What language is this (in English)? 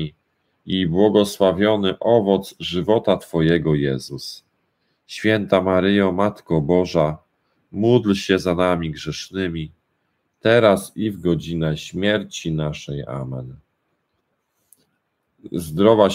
Polish